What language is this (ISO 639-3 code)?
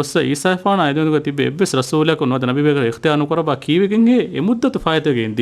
div